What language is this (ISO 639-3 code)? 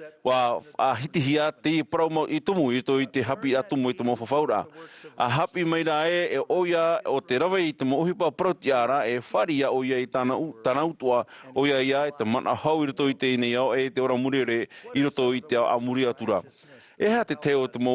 tah